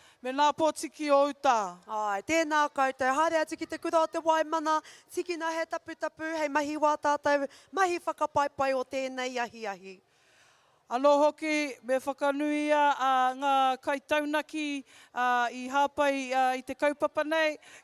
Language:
Māori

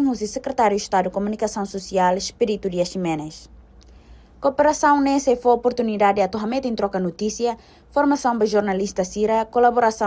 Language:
Tetum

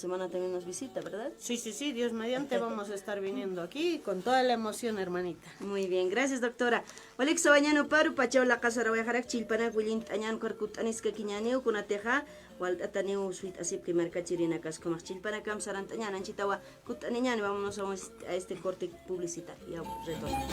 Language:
Aymara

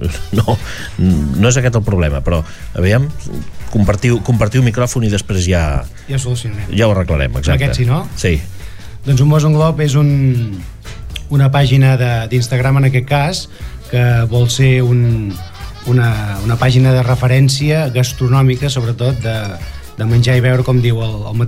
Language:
Catalan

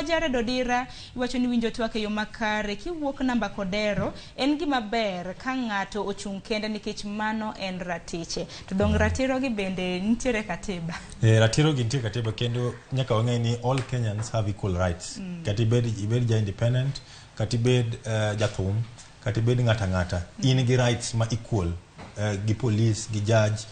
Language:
Luo (Kenya and Tanzania)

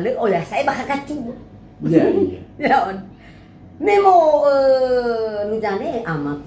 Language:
Nias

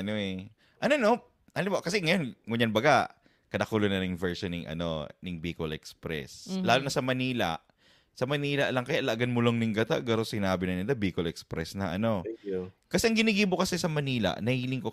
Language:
Bikol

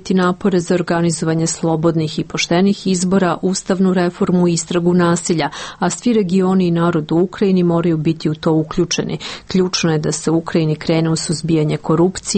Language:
Serbian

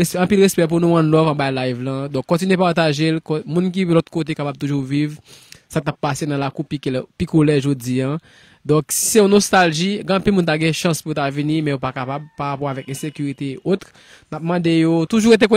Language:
Haitian Creole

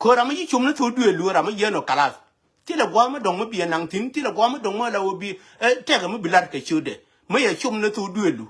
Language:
Nuer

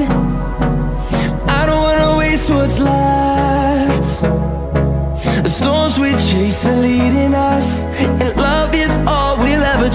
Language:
English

